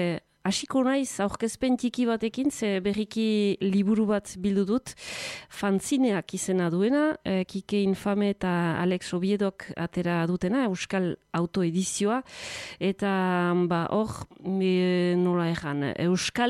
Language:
Basque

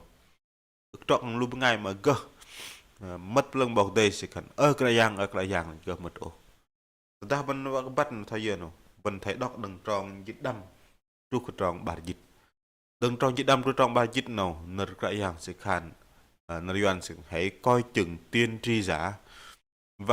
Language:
Bahnar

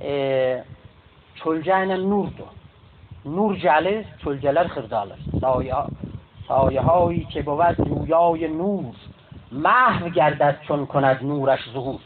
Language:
South Azerbaijani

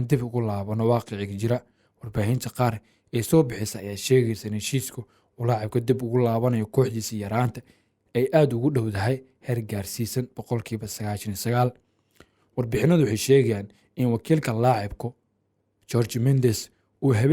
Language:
Somali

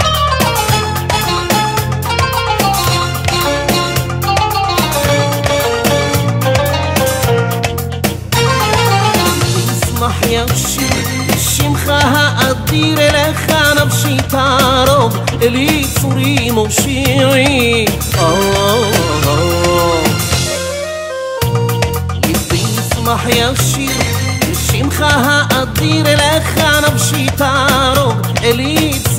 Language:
Hebrew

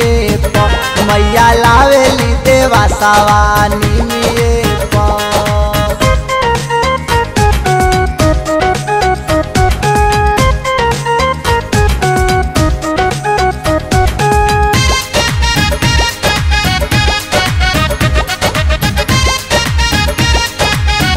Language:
Bhojpuri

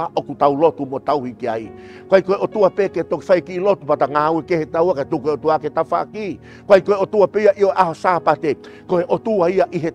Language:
Tongan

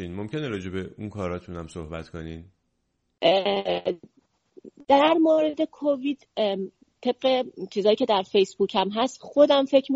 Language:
Persian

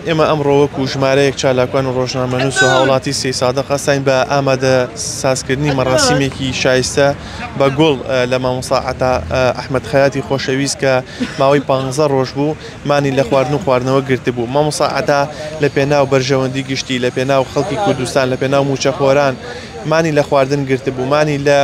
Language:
Central Kurdish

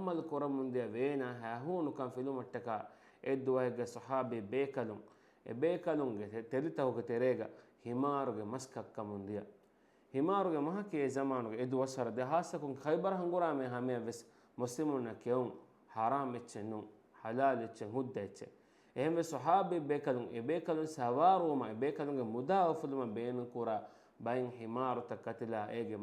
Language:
Divehi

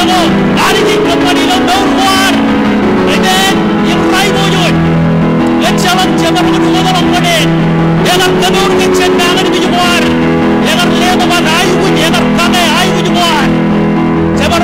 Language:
Marshallese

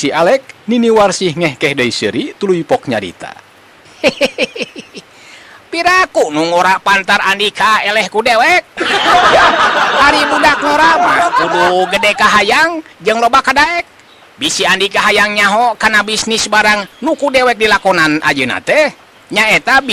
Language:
Sundanese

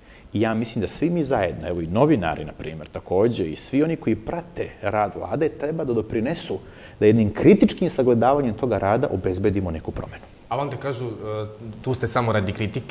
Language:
Serbian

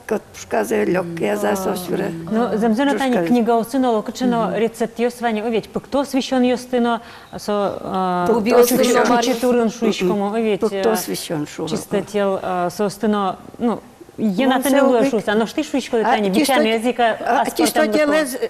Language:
Udmurt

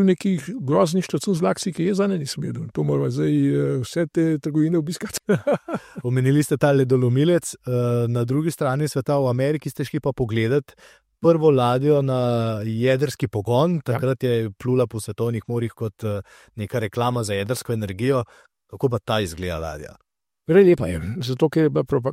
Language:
Slovenian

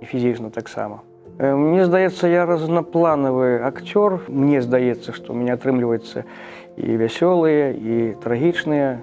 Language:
Belarusian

